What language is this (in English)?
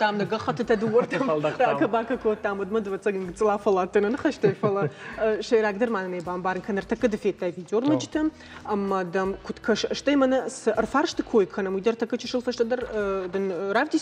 Ossetic